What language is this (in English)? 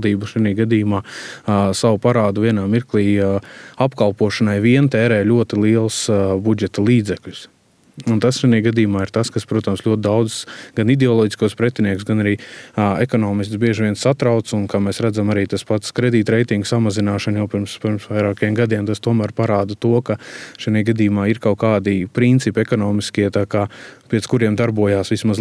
Latvian